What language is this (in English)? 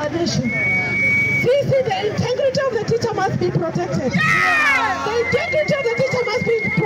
Kamba